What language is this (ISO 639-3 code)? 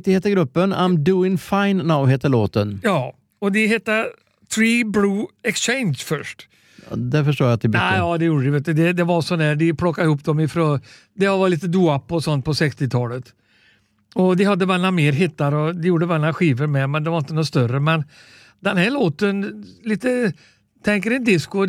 swe